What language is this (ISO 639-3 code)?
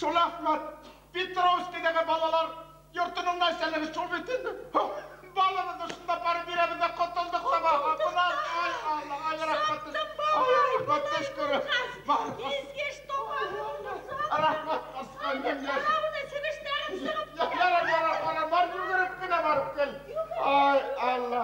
bak